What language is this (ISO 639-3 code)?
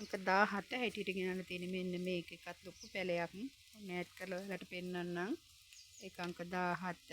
sin